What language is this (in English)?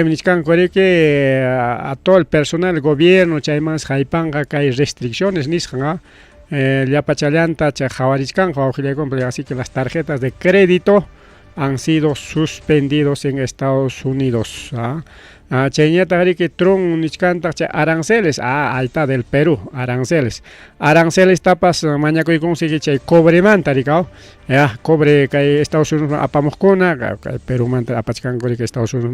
Ayacucho Quechua